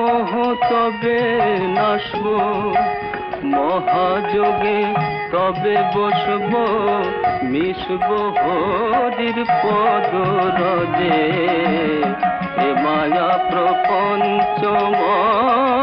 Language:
Bangla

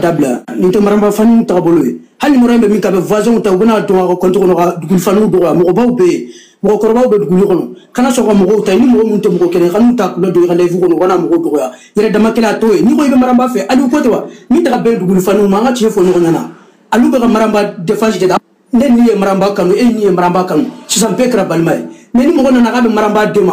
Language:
Bambara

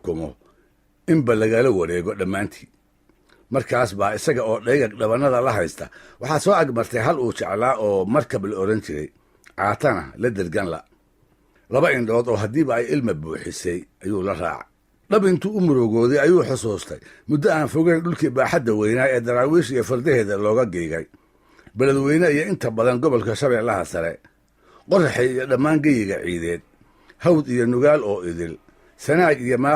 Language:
Somali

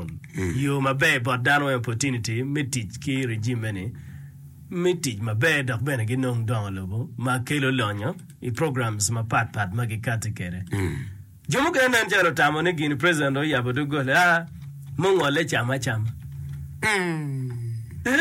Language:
Acoli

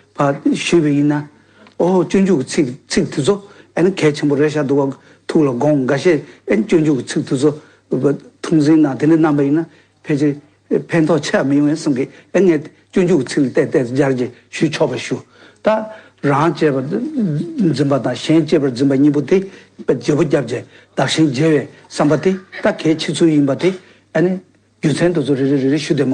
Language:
Tibetan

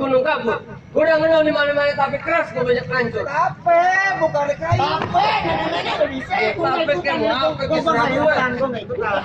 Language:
Betawi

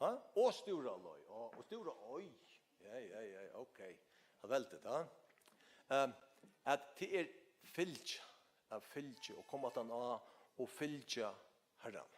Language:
Faroese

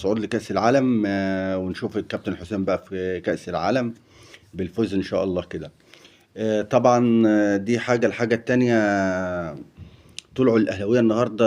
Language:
Egyptian Arabic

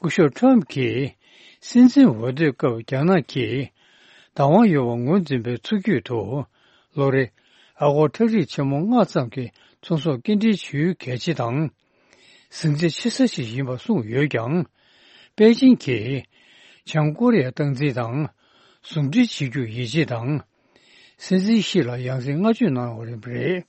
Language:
Tibetan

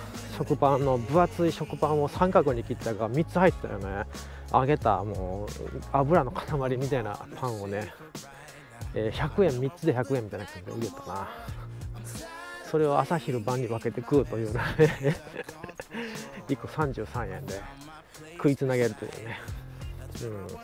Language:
Japanese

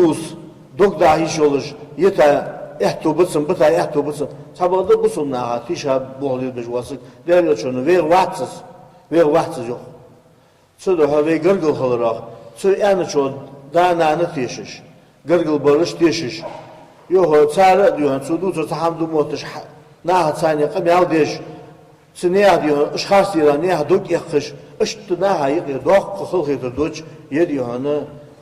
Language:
Ingush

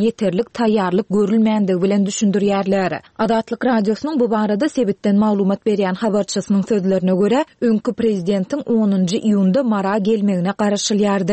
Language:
Turkmen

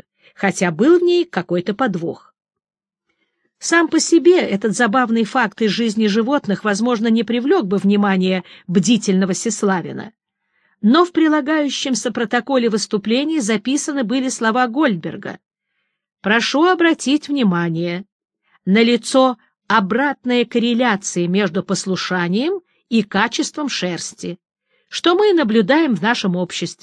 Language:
Russian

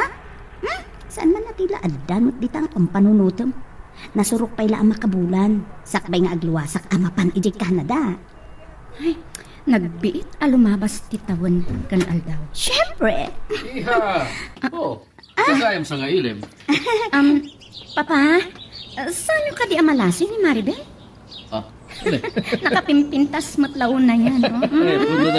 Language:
Iloko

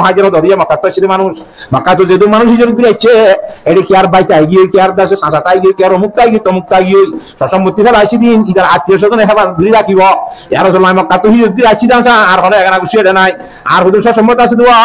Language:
Rohingya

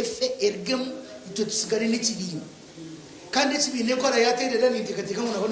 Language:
Nyankole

